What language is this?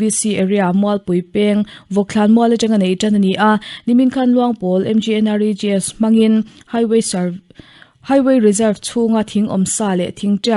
Mizo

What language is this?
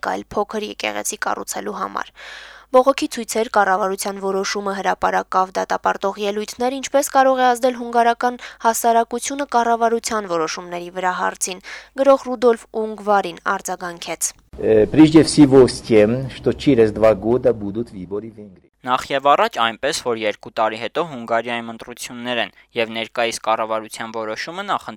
Armenian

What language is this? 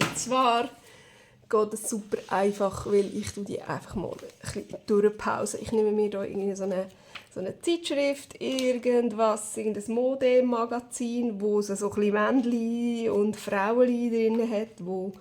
Swiss German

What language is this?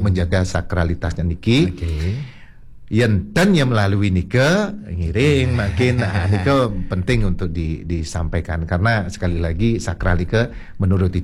Balinese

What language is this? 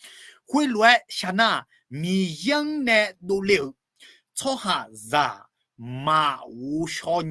Akha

